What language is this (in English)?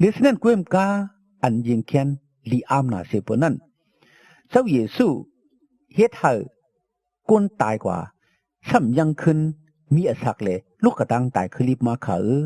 Shan